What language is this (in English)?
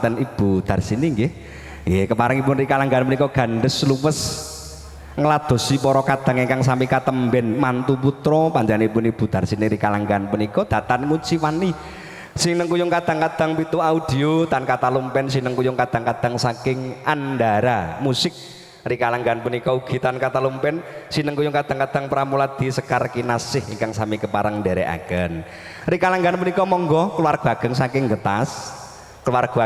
Javanese